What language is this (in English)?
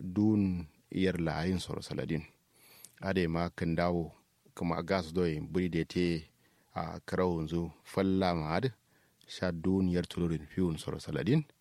Kanuri